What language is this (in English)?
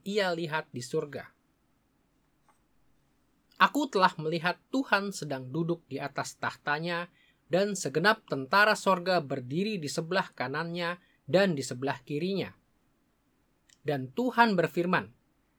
Indonesian